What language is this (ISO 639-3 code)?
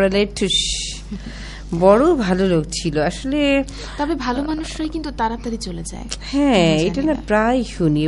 ben